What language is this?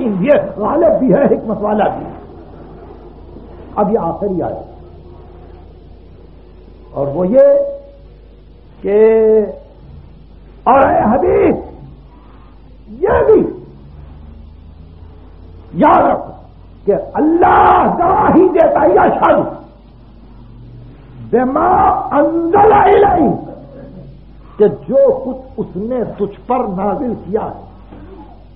Urdu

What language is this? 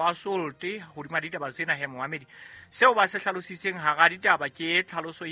Southern Sotho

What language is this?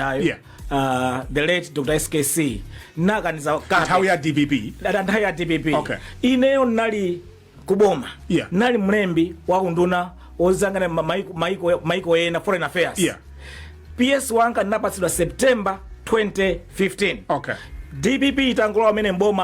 Nyanja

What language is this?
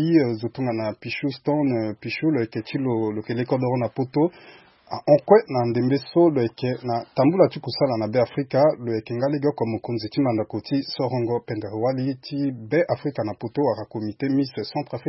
Sango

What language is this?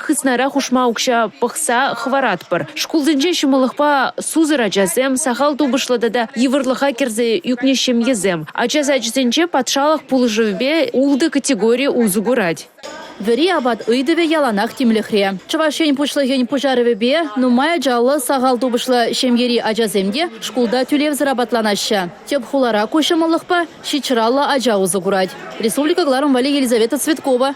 Chuvash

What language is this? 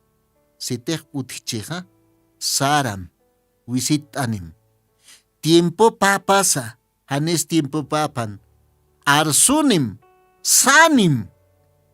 Aymara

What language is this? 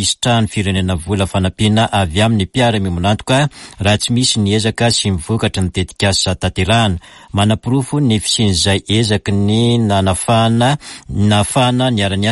Malagasy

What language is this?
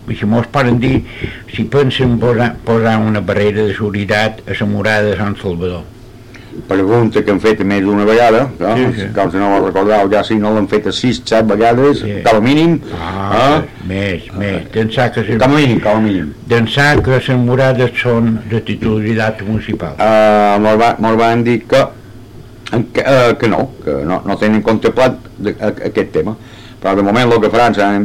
Catalan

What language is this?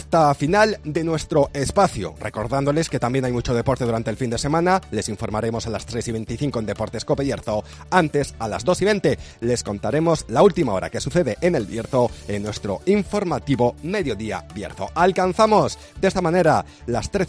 Spanish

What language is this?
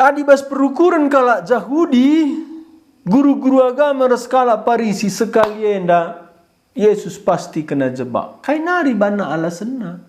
Batak Karo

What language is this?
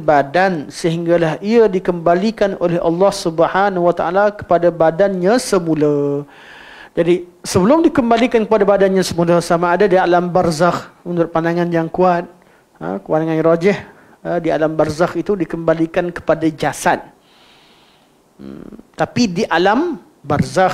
Malay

